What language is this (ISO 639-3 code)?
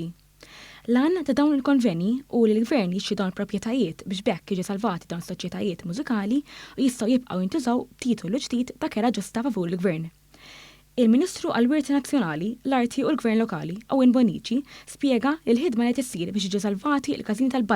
mlt